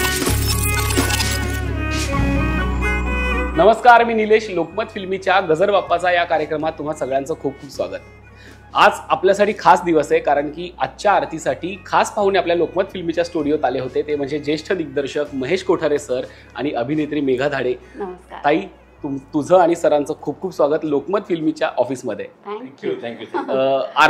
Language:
Marathi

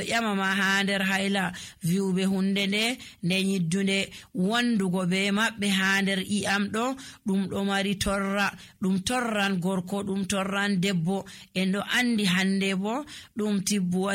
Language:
Nigerian Fulfulde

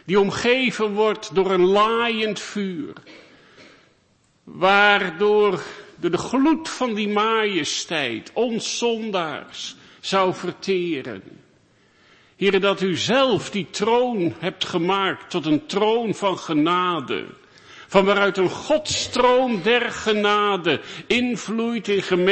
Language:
Dutch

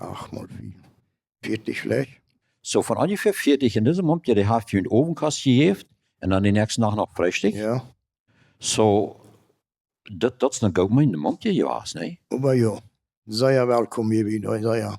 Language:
Plautdietsch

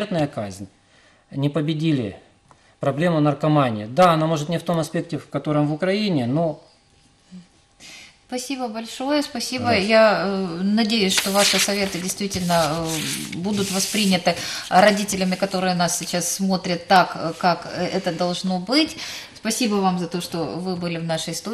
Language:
Russian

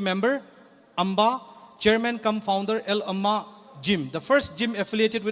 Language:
Tangkhul Naga (India)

